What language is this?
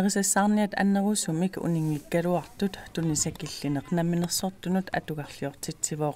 Kalaallisut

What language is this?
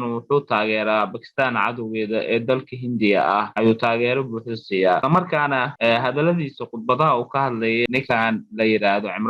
Somali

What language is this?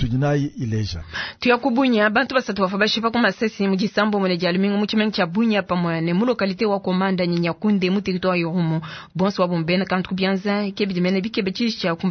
Luba-Lulua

